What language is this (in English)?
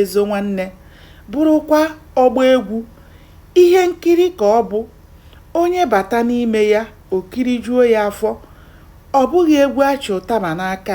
Igbo